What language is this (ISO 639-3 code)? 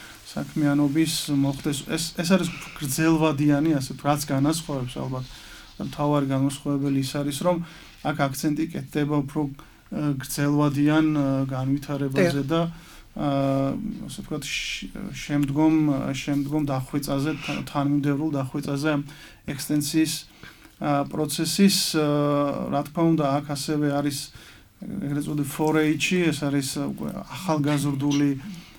kat